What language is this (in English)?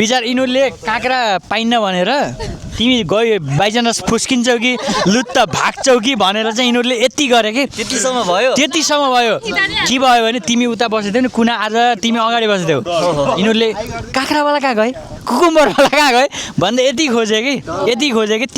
Nepali